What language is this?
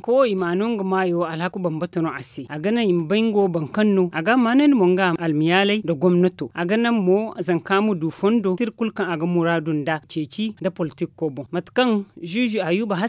Zarma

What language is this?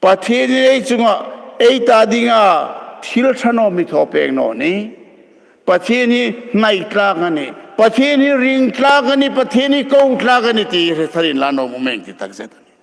Hmar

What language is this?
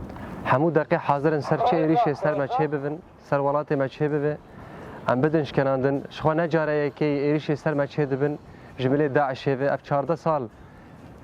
Kurdish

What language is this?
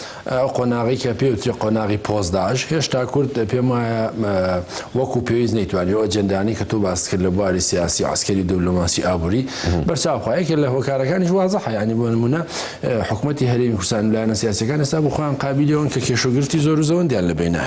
Central Kurdish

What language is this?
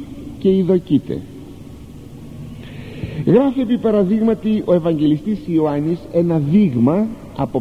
Greek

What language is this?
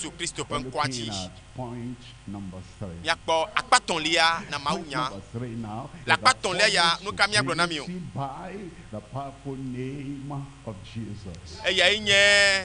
Ewe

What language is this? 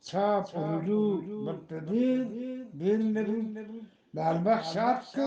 Eastern Balochi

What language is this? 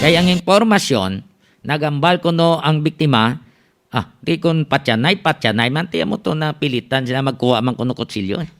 Hiligaynon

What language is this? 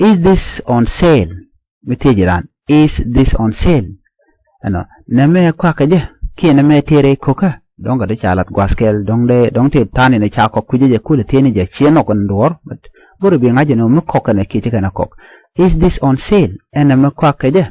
Nuer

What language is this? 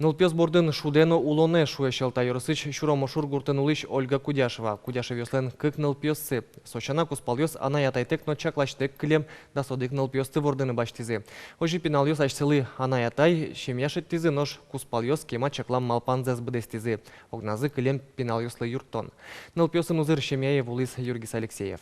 Udmurt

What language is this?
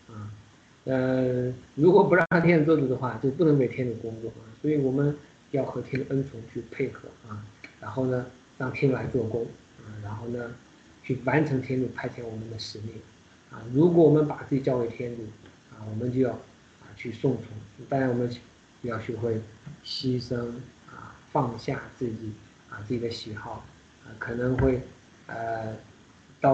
Chinese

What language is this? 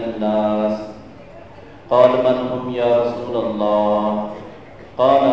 Urdu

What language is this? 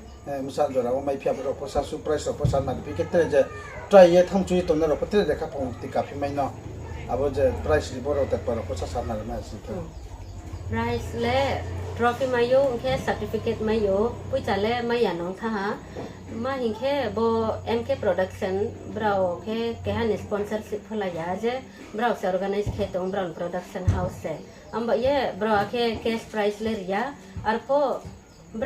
Riang (India)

